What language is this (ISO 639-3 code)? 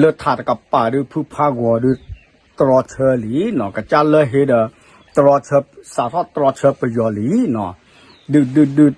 ksw